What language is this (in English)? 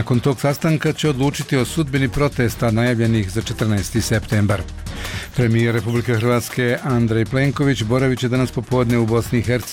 Bosnian